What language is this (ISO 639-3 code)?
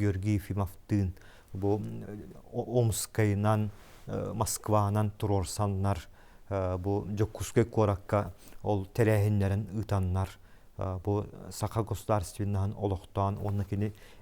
sah